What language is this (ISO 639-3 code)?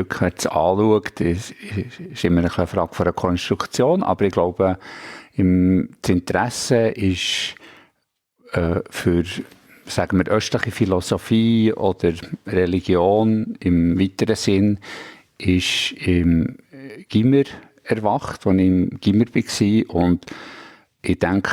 gsw